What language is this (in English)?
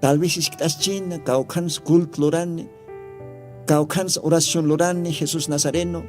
Aymara